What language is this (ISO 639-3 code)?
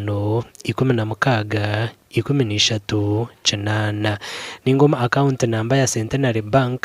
nyn